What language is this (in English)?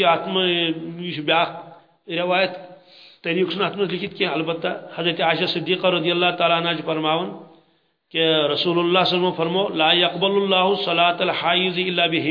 Kashmiri